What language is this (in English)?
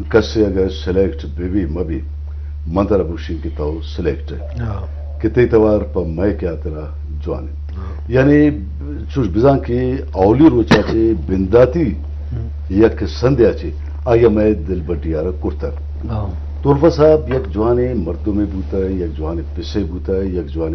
Eastern Balochi